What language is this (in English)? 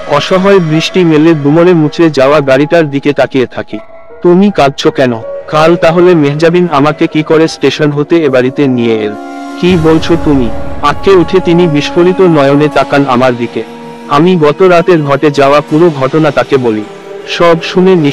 Bangla